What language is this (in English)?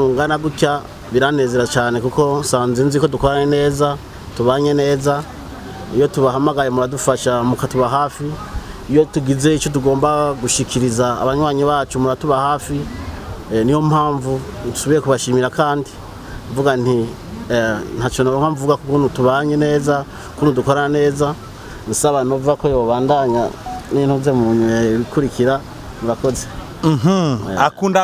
Rundi